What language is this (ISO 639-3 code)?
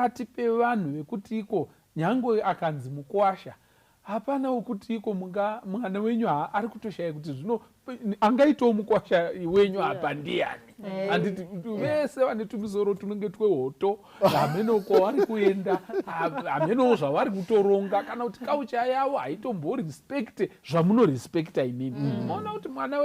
sna